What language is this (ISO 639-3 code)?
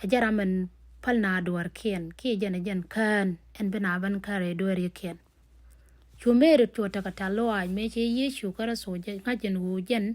nus